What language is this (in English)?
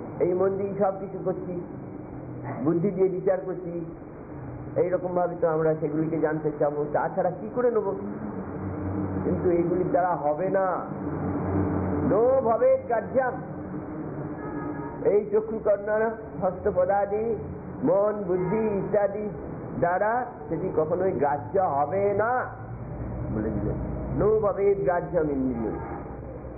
Bangla